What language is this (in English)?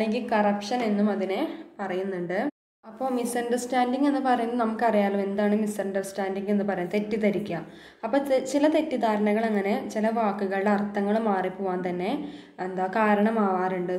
Malayalam